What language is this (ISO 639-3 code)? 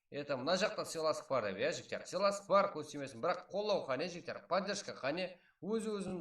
kaa